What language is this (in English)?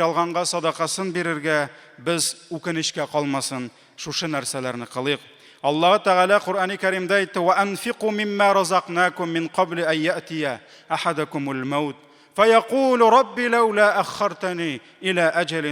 Tatar